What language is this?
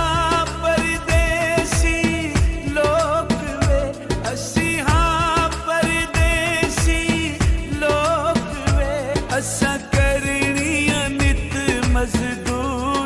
Pahari-Potwari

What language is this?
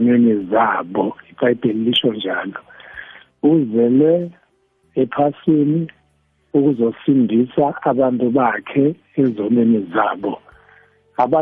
South Ndebele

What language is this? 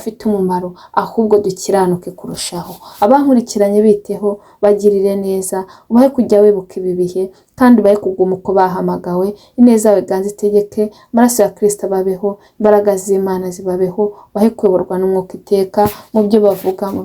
Kinyarwanda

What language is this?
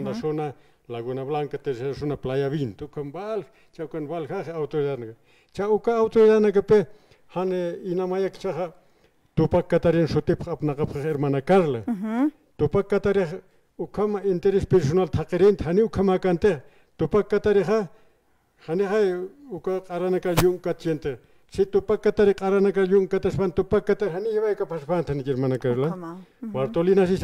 Aymara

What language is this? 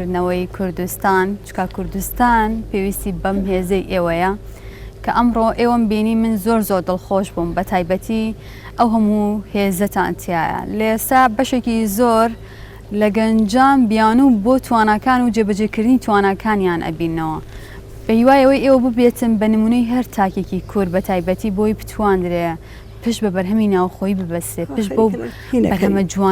Central Kurdish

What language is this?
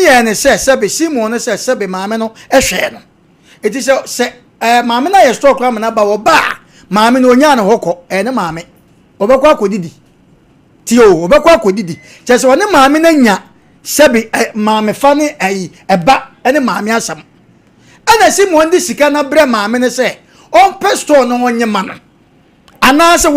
Akan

